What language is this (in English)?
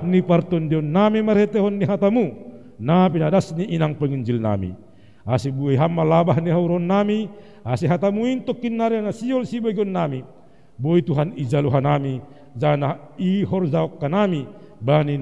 Batak Simalungun